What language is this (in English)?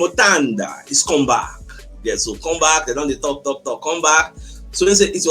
Nigerian Pidgin